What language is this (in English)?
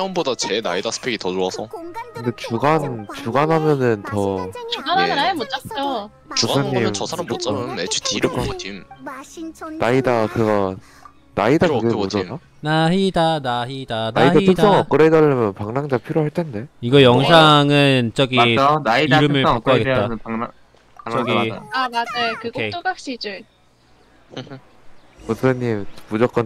Korean